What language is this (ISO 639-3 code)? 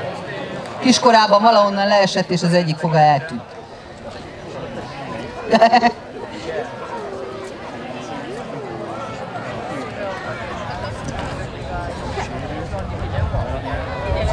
hun